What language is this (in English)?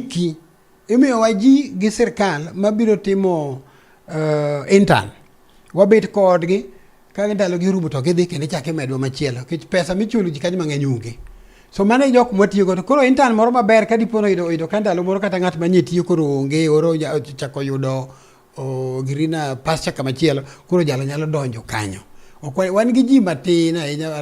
Luo (Kenya and Tanzania)